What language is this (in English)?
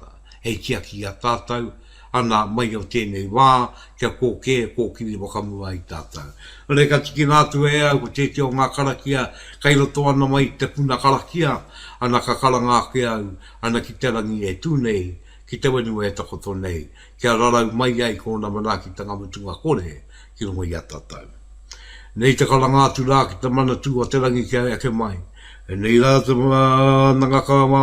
Māori